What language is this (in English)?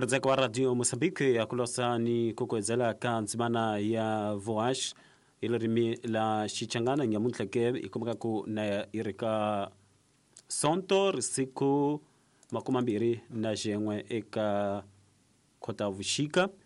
Tsonga